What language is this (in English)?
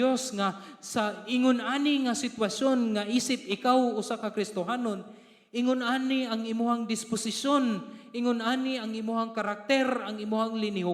Cebuano